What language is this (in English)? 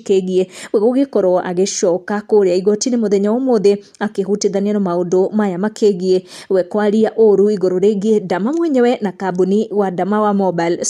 Kikuyu